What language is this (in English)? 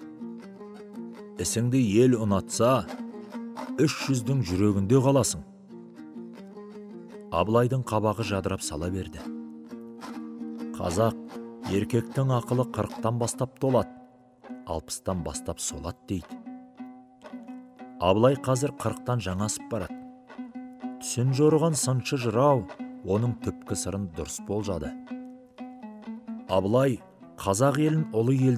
Kazakh